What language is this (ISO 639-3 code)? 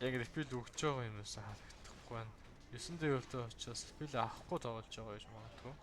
mon